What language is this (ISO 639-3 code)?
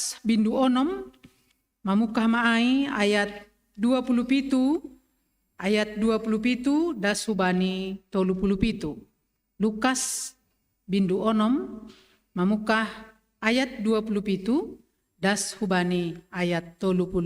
bts